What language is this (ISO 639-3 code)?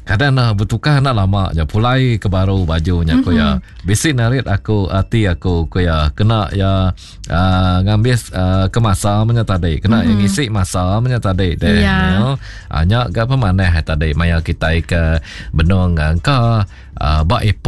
iba